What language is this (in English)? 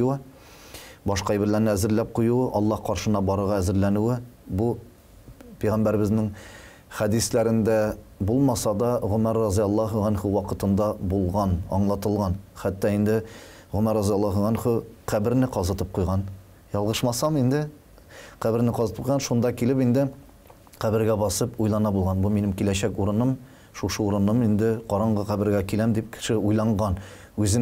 Tatar